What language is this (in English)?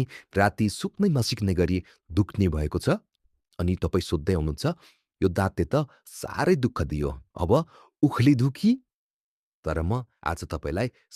Nepali